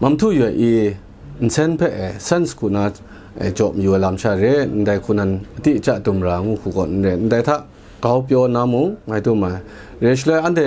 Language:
Kachin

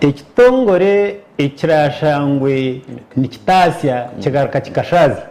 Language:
Nyankole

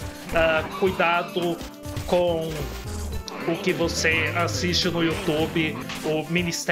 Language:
Portuguese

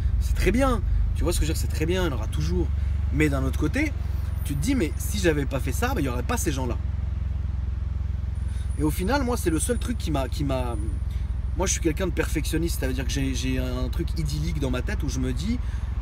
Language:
French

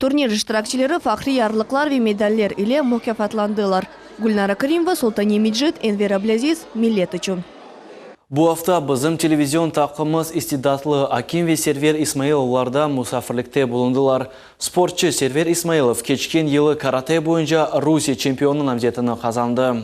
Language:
Crimean Tatar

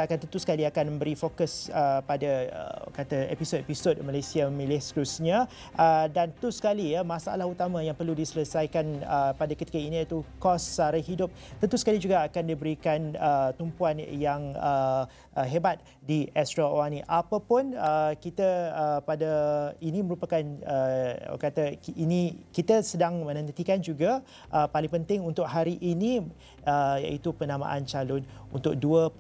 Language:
Malay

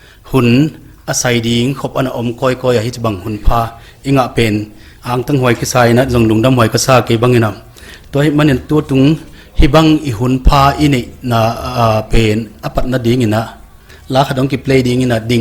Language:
Paite Chin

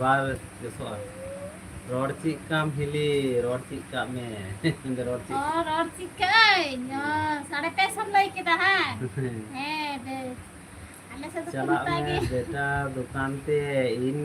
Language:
Santali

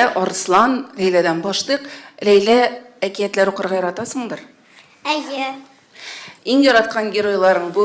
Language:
Tatar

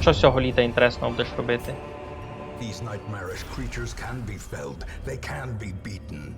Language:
Rusyn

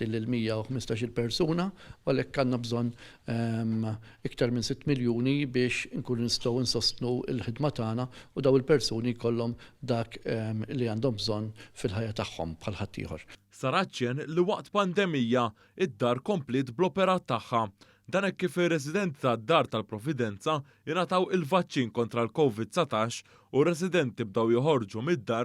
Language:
Maltese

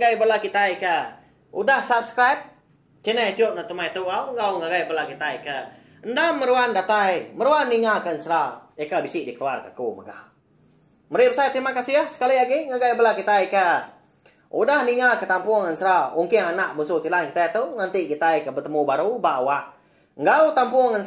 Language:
Iban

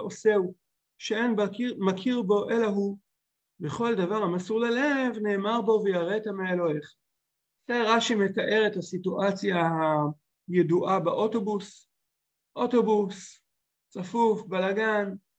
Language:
Hebrew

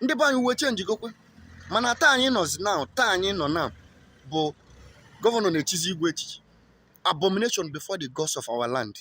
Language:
Igbo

